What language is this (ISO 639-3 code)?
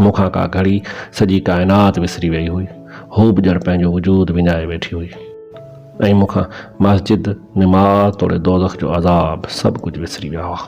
snd